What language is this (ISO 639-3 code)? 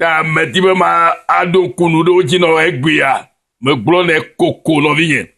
ewe